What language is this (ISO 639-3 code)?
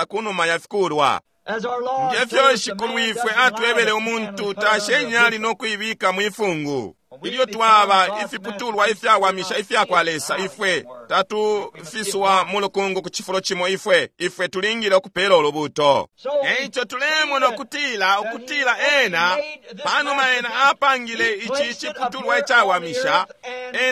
bem